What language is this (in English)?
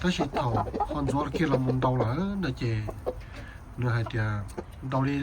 Hmong